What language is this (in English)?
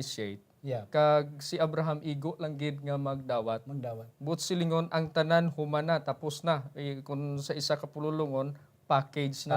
Hiligaynon